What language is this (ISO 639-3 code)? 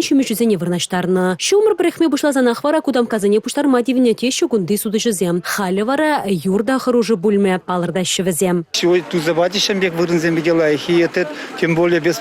chv